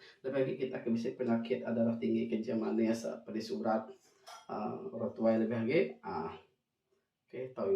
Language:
Iban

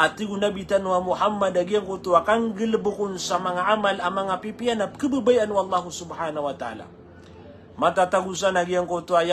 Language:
Maranao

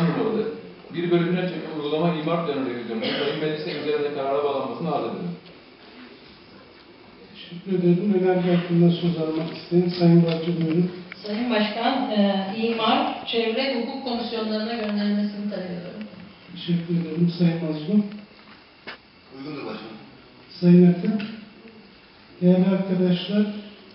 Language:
Turkish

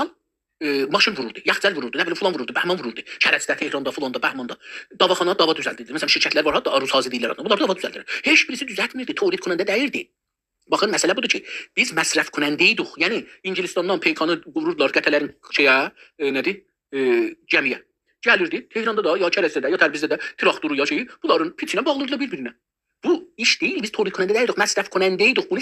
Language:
South Azerbaijani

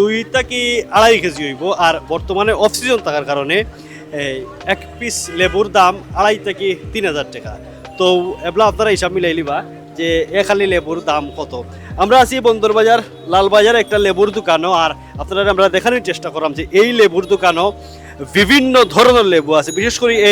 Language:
Sylheti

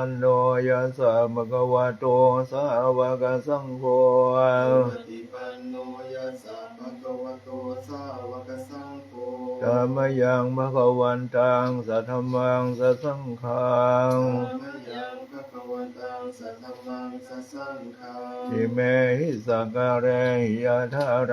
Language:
Pali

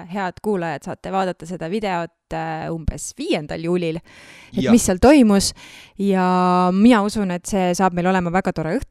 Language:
Estonian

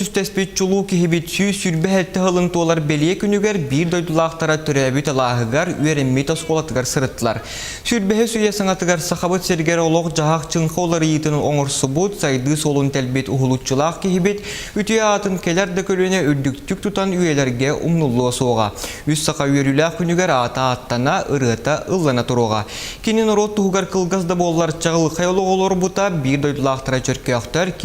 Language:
Yakut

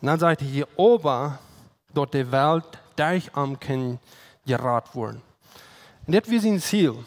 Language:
Plautdietsch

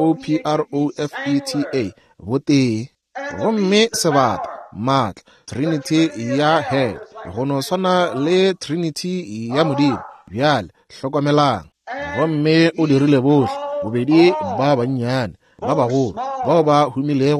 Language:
Northern Sotho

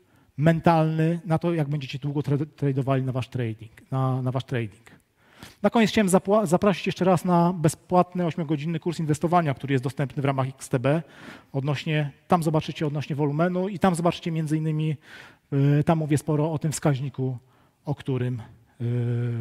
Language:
Polish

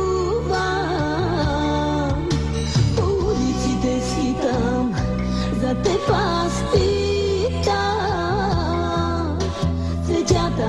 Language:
Bulgarian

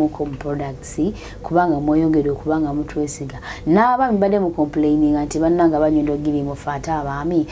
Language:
Ganda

